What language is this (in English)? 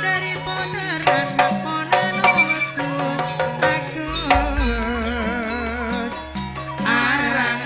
Madurese